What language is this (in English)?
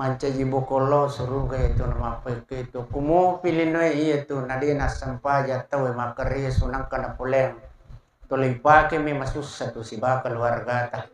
Buginese